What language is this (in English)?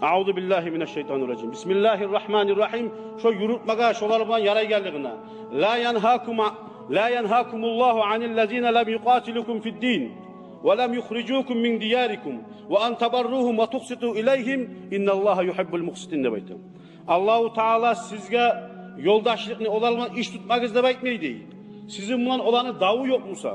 Kumyk